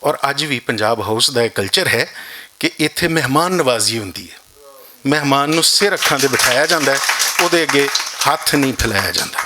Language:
Western Panjabi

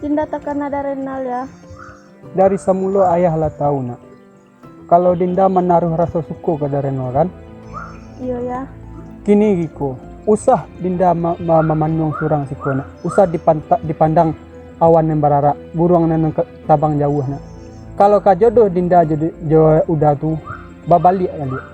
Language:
Minangkabau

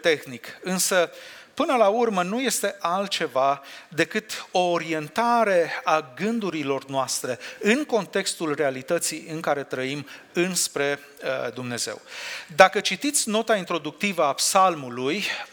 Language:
Romanian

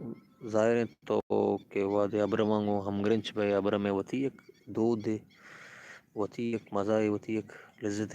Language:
Baluchi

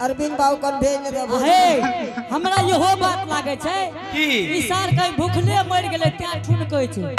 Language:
Angika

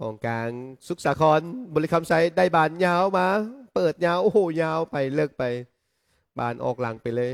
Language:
Lao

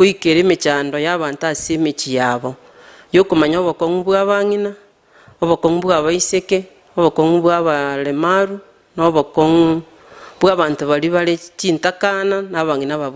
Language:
Gusii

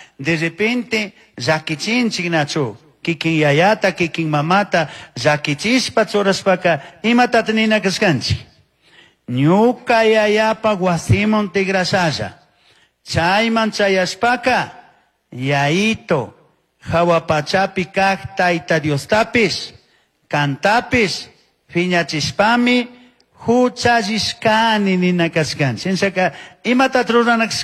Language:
Chimborazo Highland Quichua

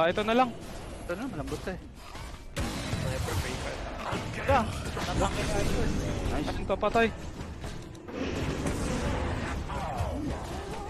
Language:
Filipino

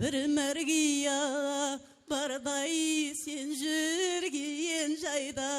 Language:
Kara-Kalpak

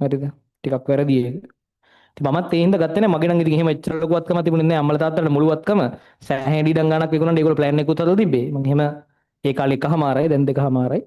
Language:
Sinhala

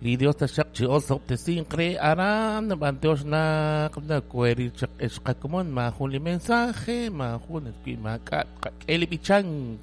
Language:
Kekchí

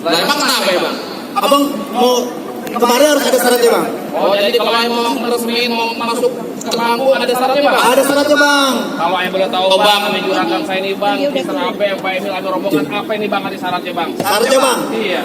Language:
Betawi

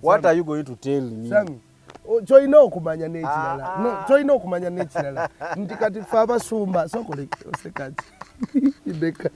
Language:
Ganda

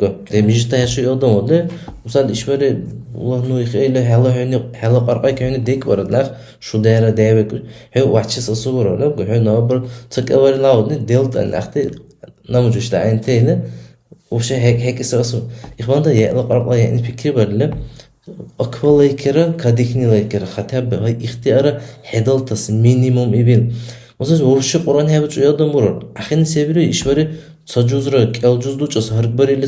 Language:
Dargwa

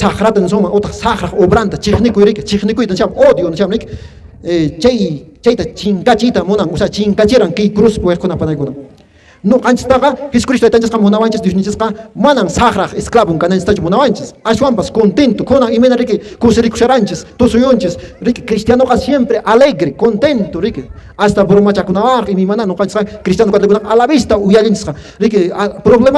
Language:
Quechua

